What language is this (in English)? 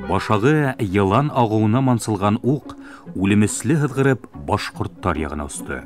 Bashkir